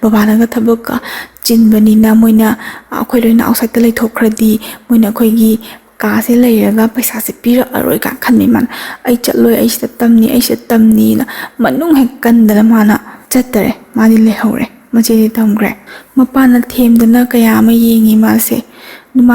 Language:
Manipuri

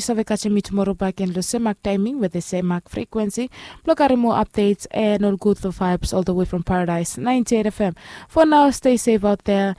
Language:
Bislama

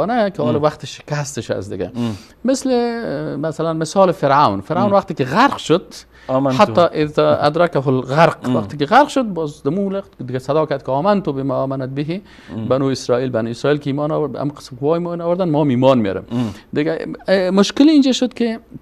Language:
Persian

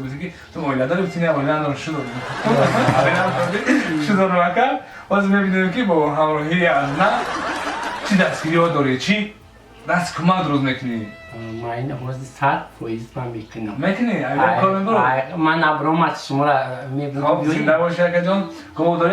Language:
Tajik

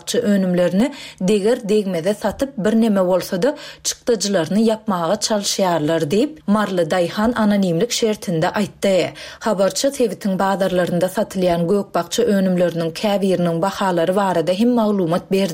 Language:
Turkmen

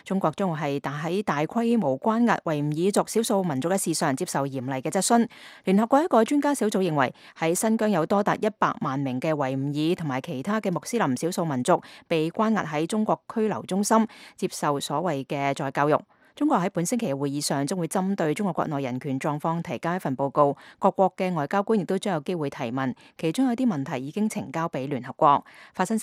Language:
Cantonese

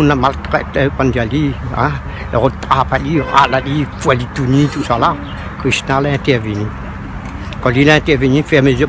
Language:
Réunion Creole French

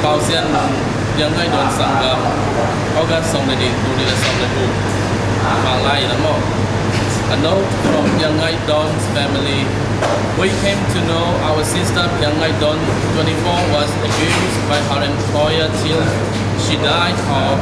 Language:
Tedim Chin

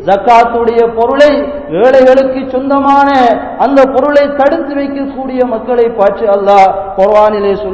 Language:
Tamil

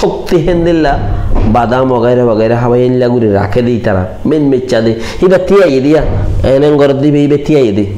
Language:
Rohingya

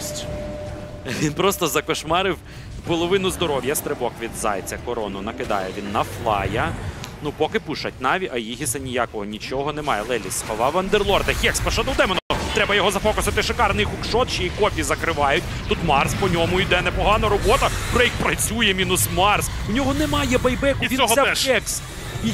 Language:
Ukrainian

